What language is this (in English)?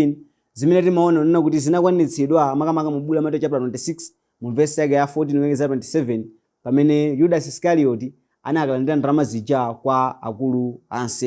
Nyanja